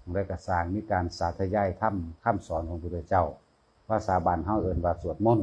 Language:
Lao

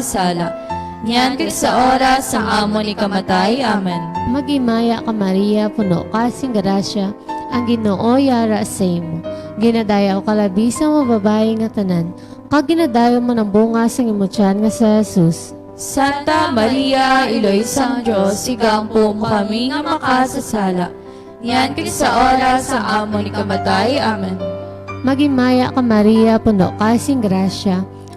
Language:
Hiligaynon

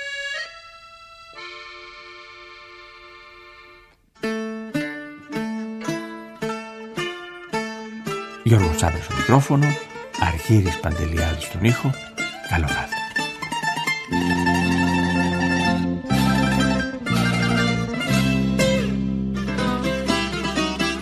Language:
Greek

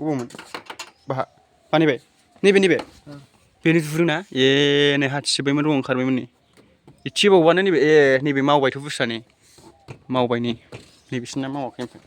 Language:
Bodo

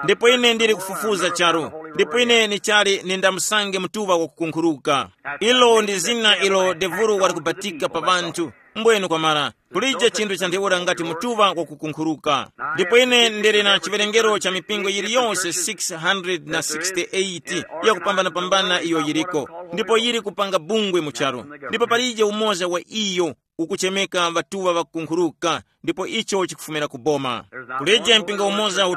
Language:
Tumbuka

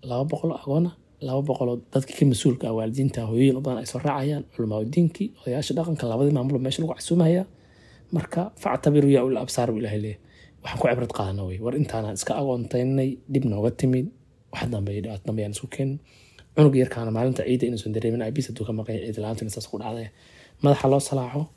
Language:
Somali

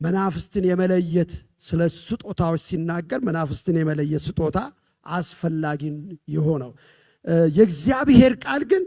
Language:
Amharic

